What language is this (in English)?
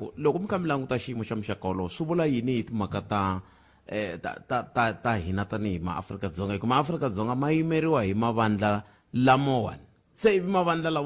Tsonga